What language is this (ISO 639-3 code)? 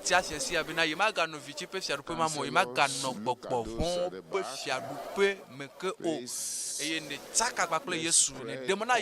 ewe